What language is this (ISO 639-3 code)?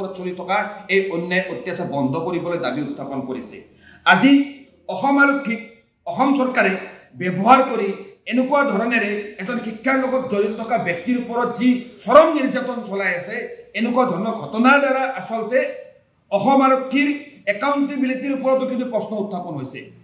asm